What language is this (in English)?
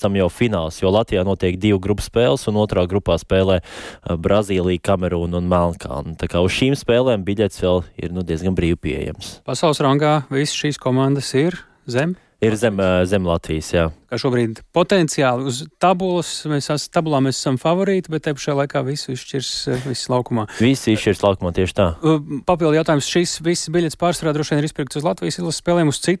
Latvian